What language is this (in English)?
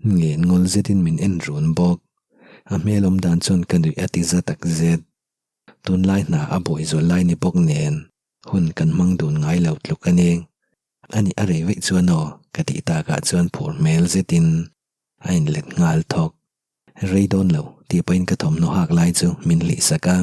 Mizo